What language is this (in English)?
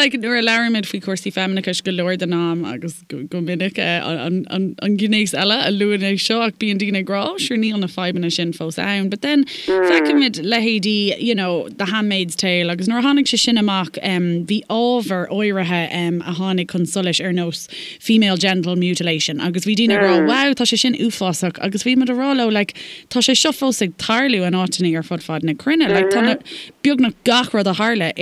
Irish